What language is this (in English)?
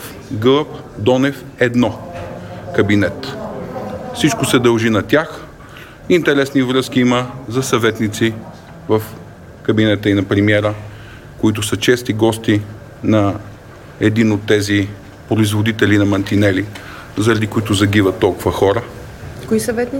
Bulgarian